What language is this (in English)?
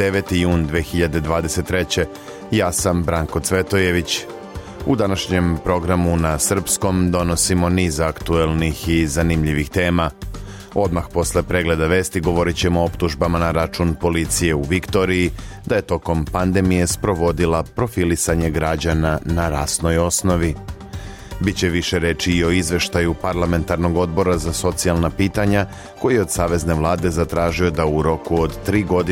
Serbian